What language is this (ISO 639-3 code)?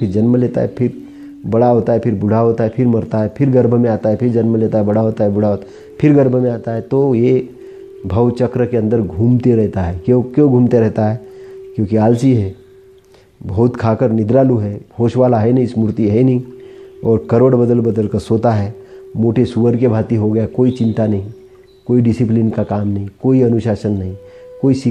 hin